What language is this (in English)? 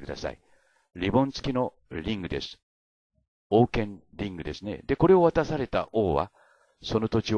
Japanese